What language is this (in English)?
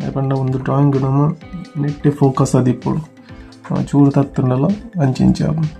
Tulu